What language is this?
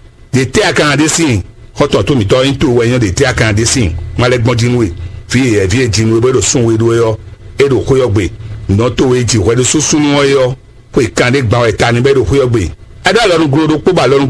Fon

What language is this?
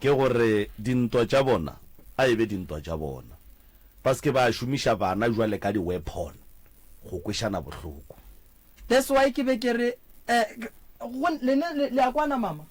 Northern Sotho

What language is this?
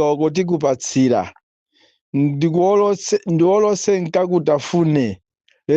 Nyanja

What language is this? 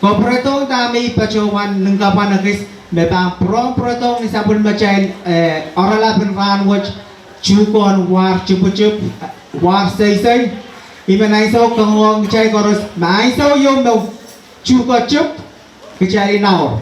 Pohnpeian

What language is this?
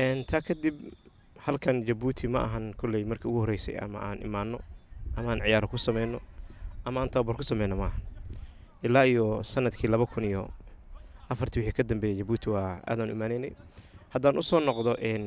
Somali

